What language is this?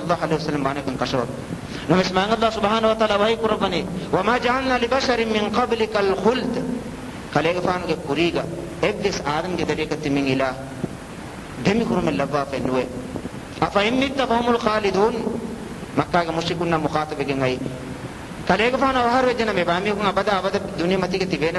Divehi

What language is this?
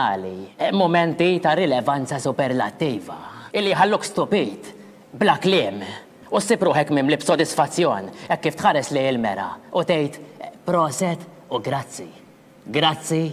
Maltese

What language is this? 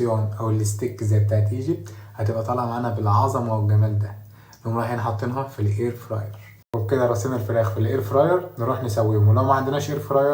Egyptian Arabic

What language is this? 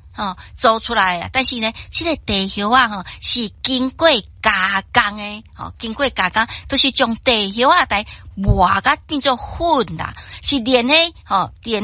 Min Nan Chinese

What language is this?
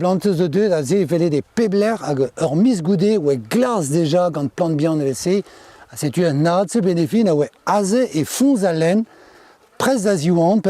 Breton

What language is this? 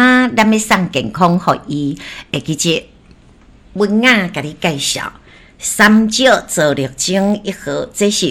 Min Nan Chinese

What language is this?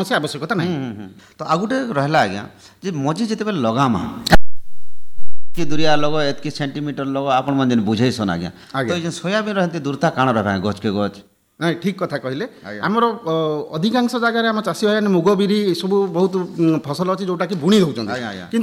Odia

